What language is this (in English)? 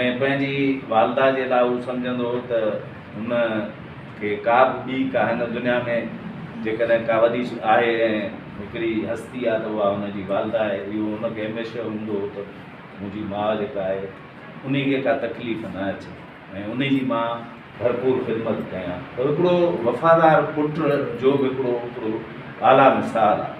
Sindhi